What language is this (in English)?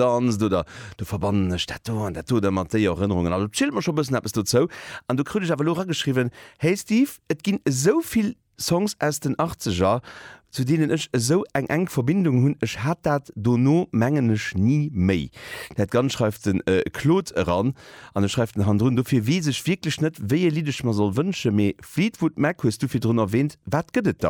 Luxembourgish